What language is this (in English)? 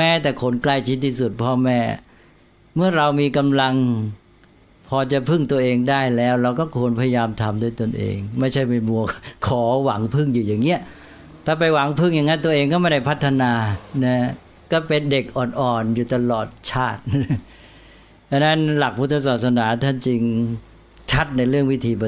Thai